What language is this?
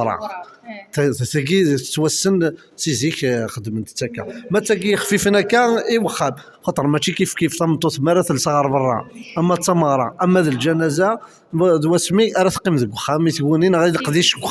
Kabyle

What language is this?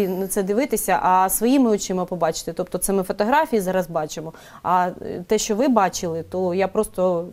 Ukrainian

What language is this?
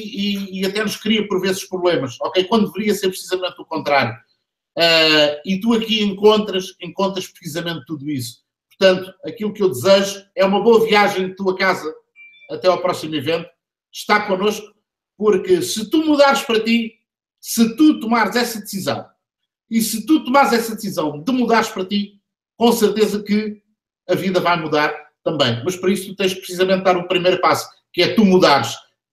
Portuguese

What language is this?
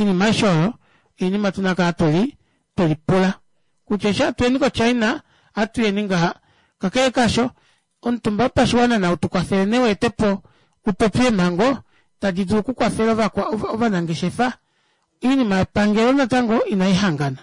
Kuanyama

